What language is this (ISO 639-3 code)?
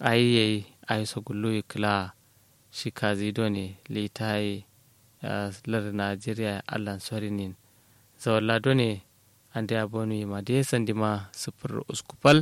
kau